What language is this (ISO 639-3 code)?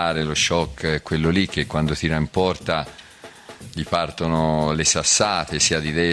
ita